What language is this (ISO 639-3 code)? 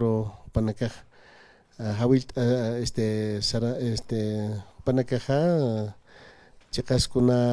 aym